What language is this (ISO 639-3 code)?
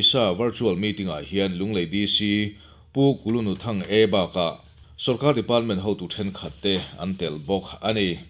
lus